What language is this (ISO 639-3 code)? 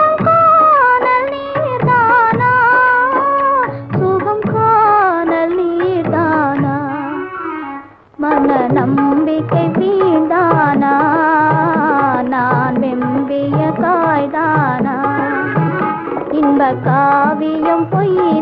tam